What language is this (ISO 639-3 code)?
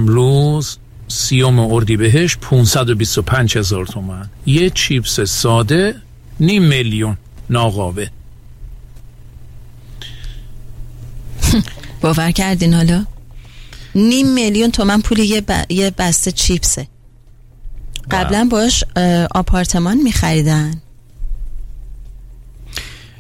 fas